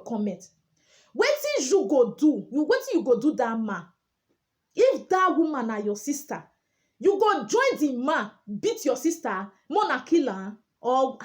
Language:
Nigerian Pidgin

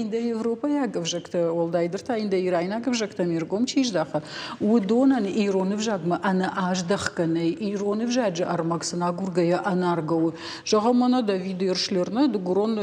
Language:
Ossetic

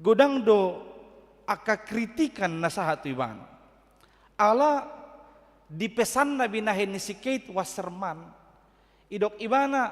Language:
Batak Toba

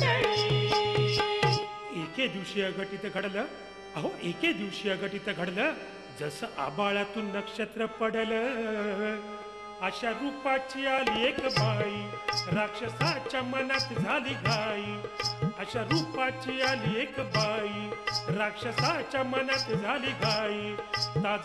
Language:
Marathi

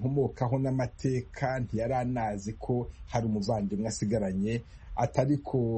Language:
Kinyarwanda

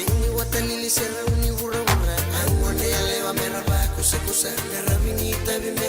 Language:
Fijian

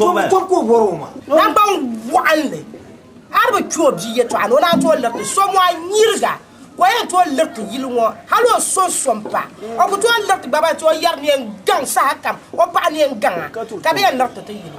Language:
Dagbani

